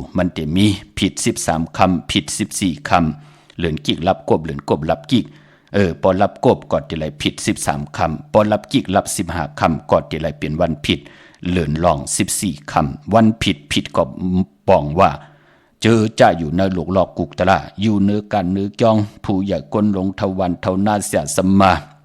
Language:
Shan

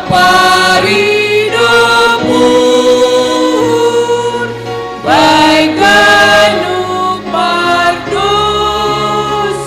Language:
Batak Simalungun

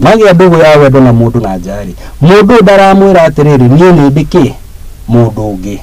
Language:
Kikuyu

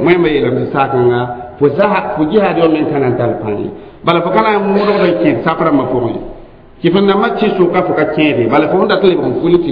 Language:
Mossi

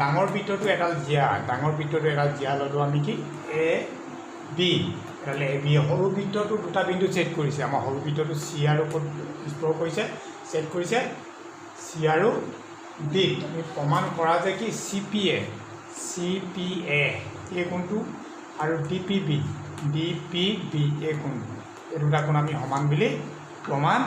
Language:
Assamese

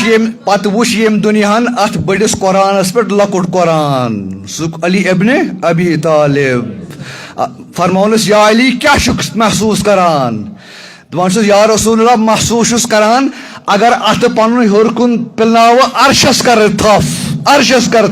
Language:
Kashmiri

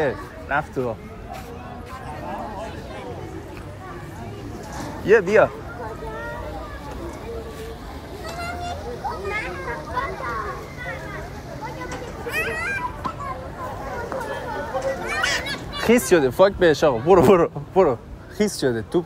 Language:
Persian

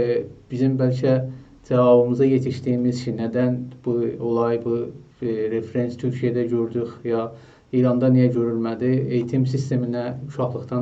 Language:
South Azerbaijani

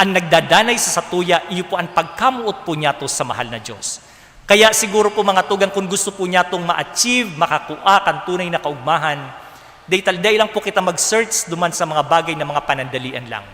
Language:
Bikol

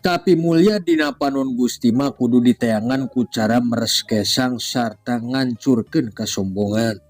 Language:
Sundanese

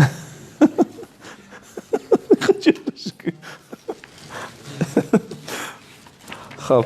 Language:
Persian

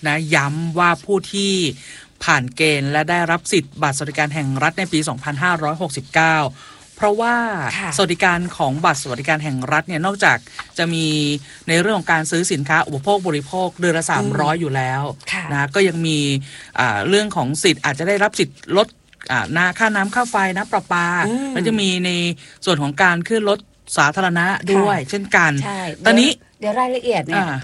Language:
Thai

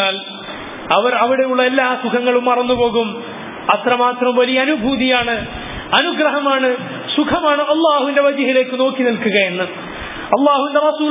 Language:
Malayalam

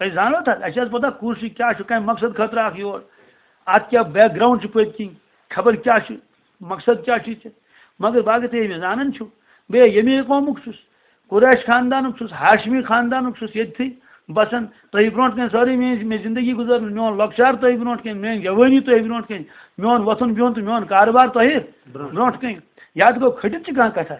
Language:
Kashmiri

